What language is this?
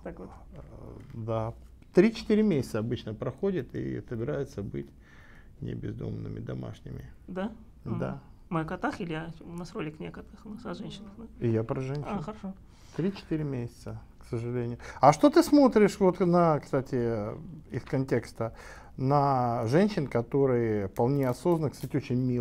Russian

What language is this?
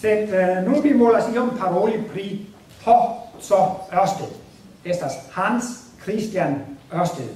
Esperanto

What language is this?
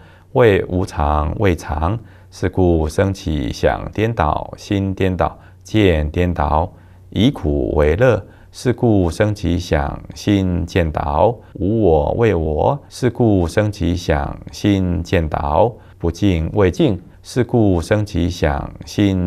Chinese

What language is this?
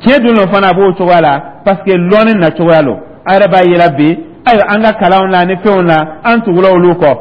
Dyula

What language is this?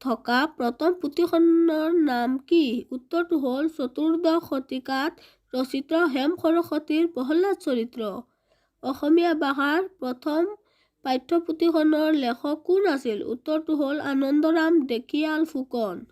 Assamese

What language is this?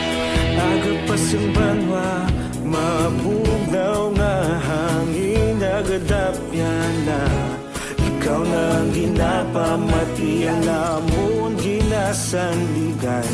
Hiligaynon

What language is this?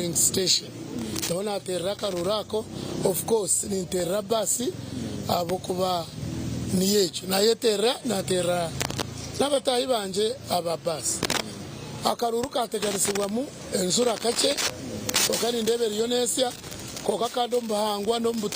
Nyankole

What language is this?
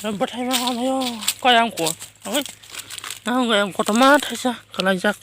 Kok Borok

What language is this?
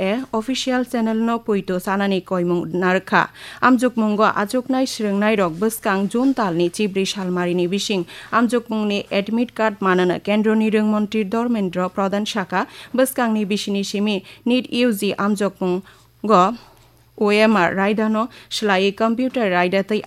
Kok Borok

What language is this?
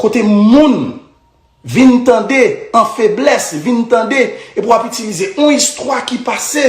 Haitian Creole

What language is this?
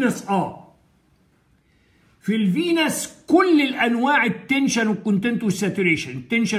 Egyptian Arabic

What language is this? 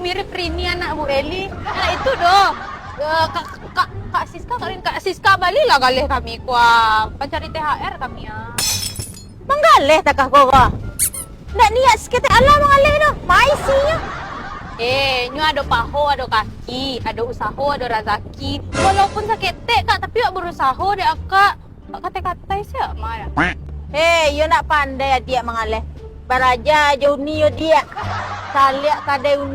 Minangkabau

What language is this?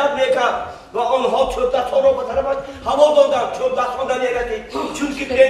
Tajik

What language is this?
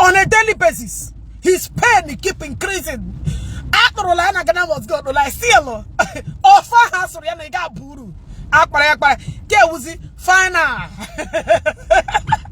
Igbo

